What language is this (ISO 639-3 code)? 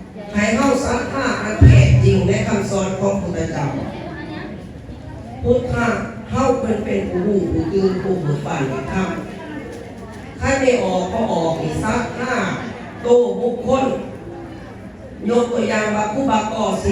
lao